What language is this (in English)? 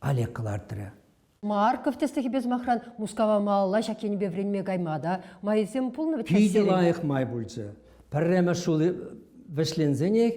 Chuvash